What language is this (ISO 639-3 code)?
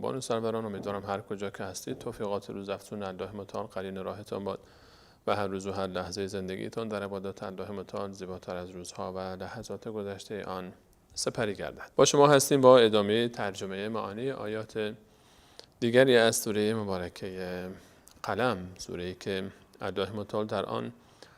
fas